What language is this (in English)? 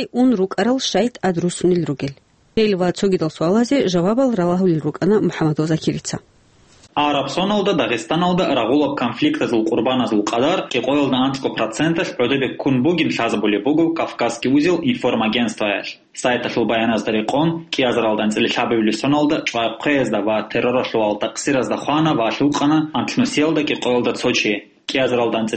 Avaric